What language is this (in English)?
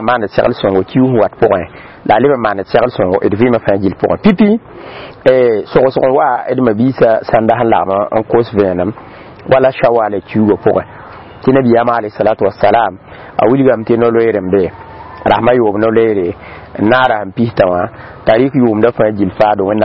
Mossi